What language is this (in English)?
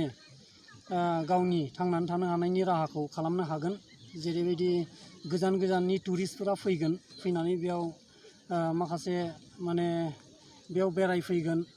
Bodo